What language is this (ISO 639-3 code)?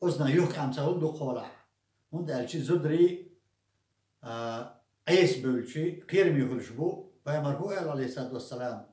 che